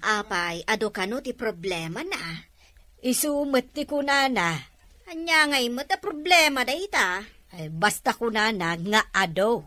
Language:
Iloko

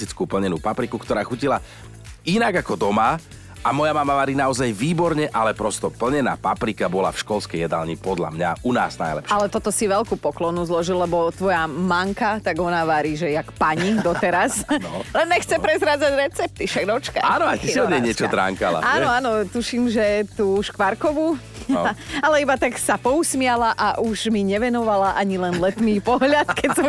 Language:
Slovak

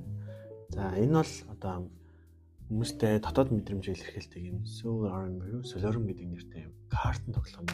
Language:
Mongolian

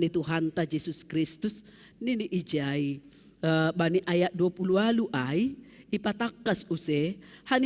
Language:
Batak Simalungun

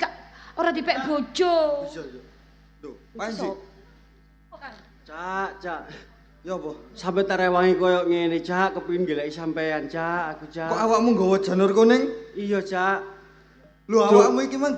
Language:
Javanese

